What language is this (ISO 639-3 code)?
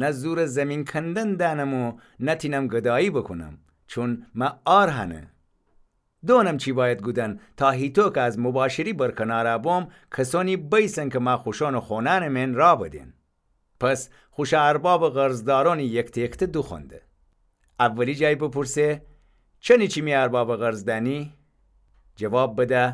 glk